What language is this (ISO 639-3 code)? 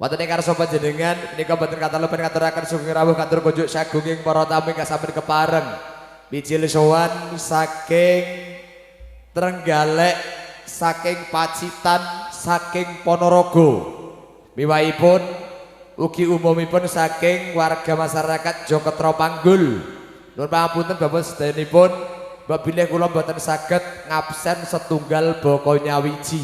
jav